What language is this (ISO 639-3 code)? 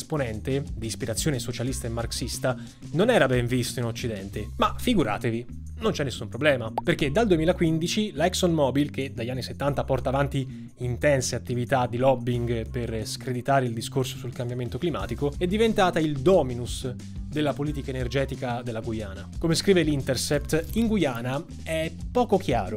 ita